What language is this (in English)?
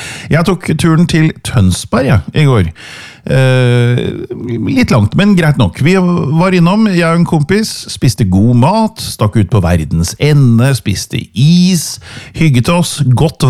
Norwegian